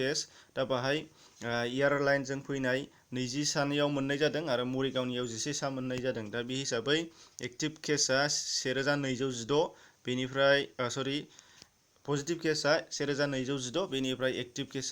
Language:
Bodo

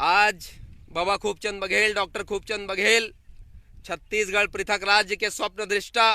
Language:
Chhattisgarhi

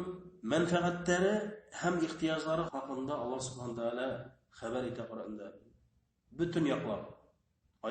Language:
Bashkir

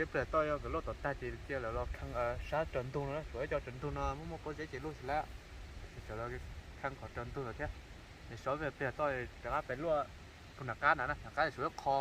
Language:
Hmong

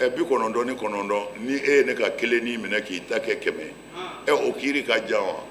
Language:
Bambara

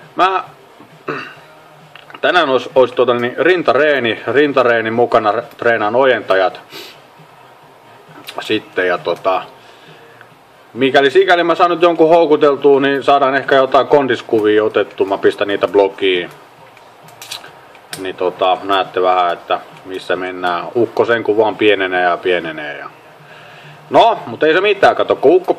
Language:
Finnish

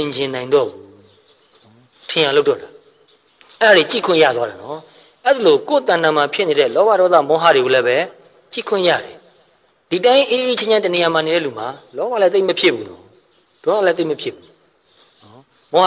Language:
Burmese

